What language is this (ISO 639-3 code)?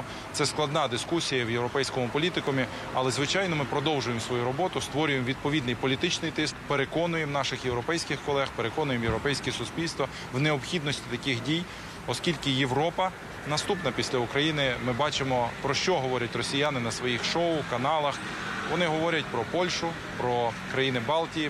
ukr